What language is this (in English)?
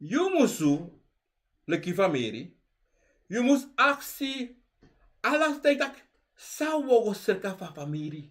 Sranan Tongo